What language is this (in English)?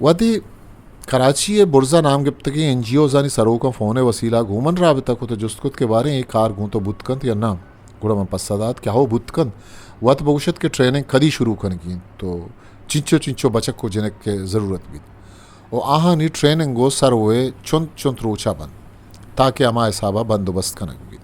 Eastern Balochi